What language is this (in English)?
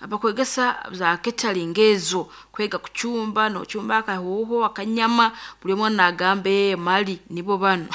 Nyoro